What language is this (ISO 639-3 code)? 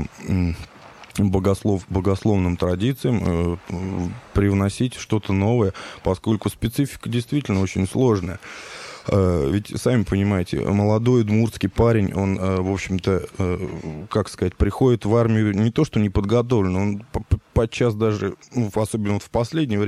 rus